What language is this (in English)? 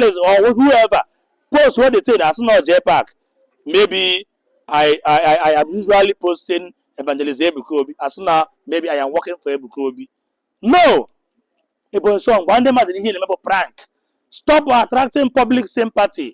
Igbo